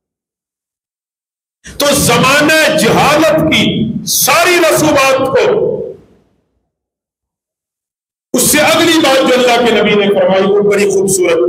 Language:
Urdu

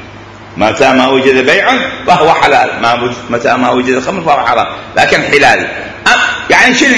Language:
Mesopotamian Arabic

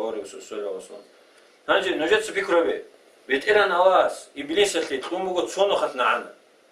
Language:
Avaric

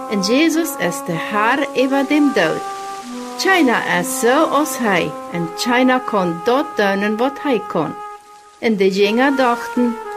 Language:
Plautdietsch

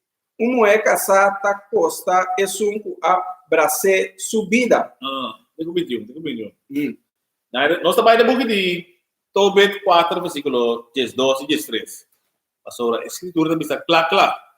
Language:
Papiamento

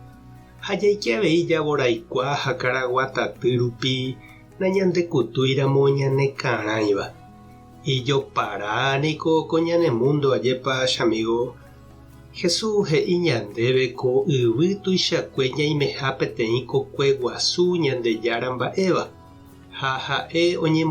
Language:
Guarani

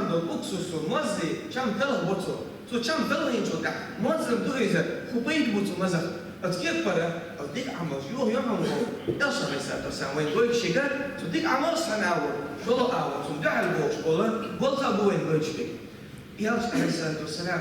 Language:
Chechen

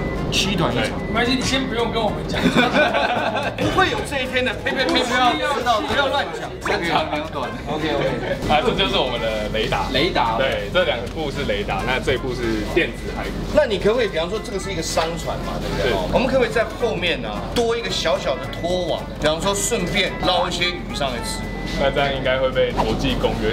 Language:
Chinese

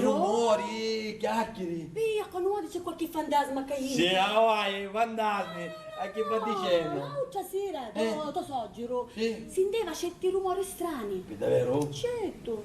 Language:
Sicilian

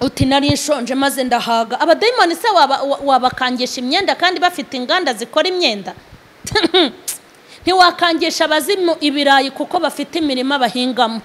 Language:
Kinyarwanda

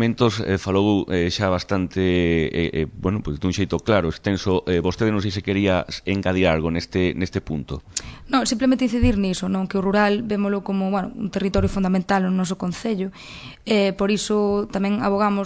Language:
Galician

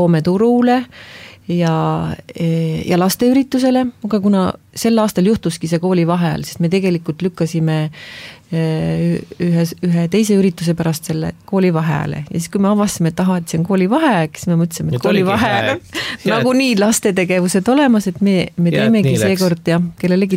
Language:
Estonian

